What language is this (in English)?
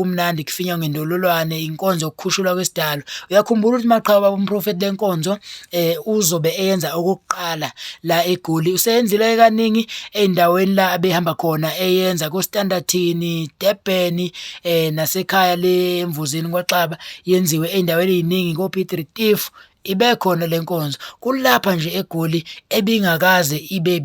Zulu